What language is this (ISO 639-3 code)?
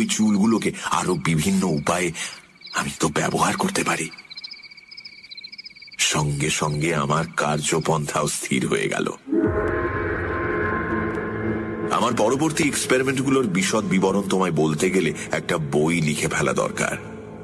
ben